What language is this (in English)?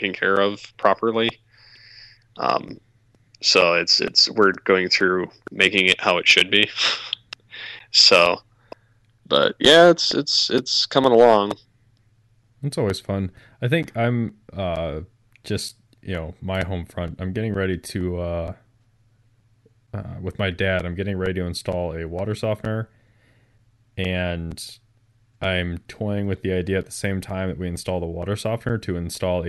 English